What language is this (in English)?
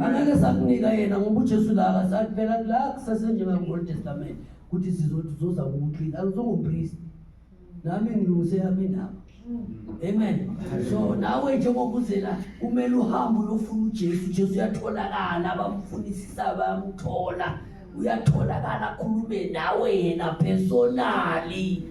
Zulu